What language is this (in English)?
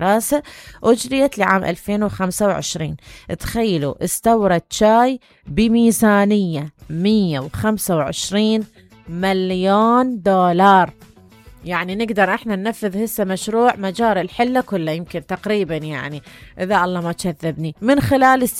Mesopotamian Arabic